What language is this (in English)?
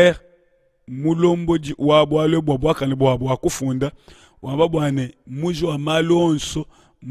Luba-Lulua